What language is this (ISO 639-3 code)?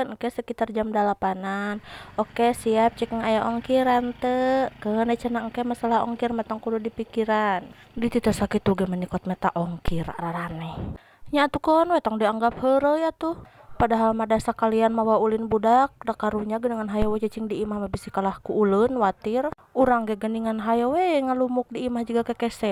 sun